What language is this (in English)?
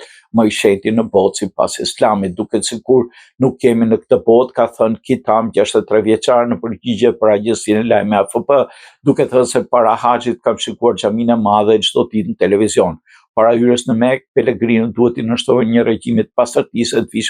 Albanian